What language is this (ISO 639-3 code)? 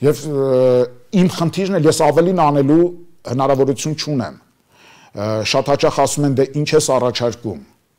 hye